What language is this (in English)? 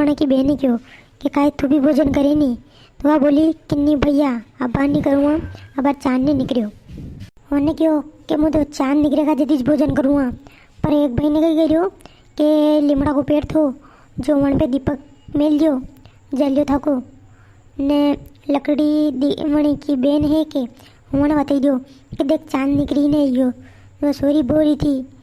Rajasthani